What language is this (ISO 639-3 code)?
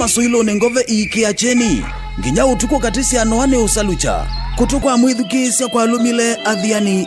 kam